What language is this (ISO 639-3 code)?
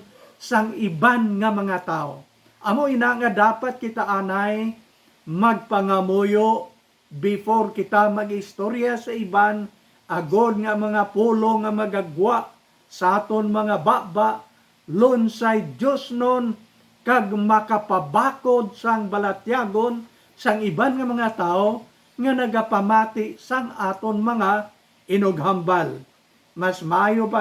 hil